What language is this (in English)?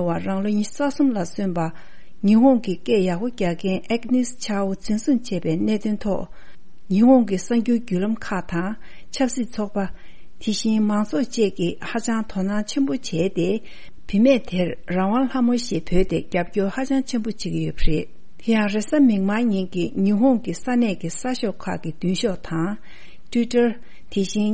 Tibetan